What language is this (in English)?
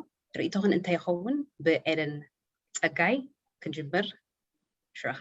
Tigrinya